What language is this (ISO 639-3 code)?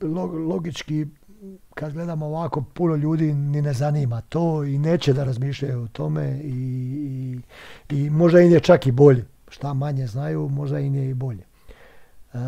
bos